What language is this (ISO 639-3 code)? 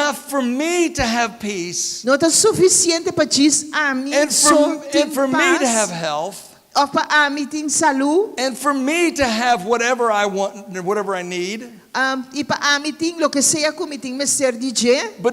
pap